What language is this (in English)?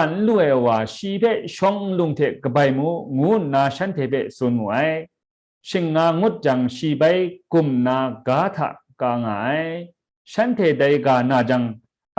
Kachin